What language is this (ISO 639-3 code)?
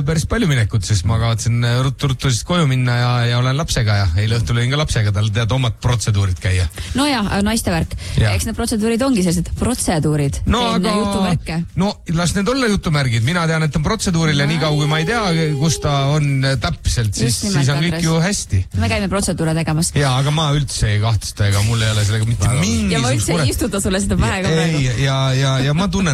est